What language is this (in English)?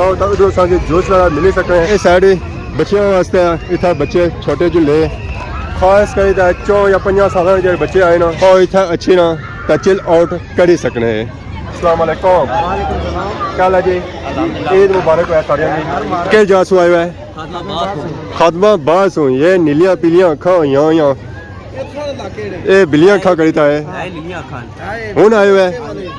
Pahari-Potwari